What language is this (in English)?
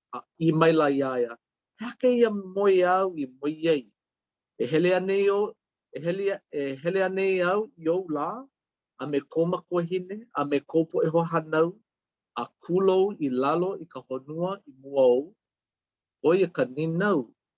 Hawaiian